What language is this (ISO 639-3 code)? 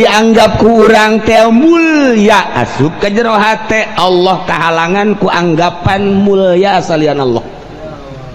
sun